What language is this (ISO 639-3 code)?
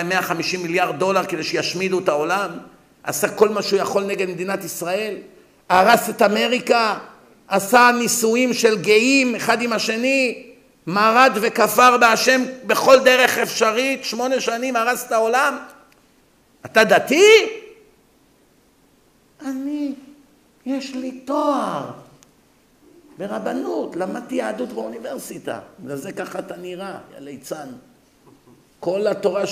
heb